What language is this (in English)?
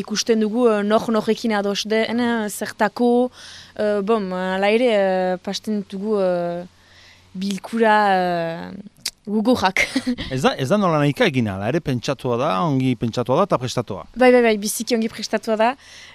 Basque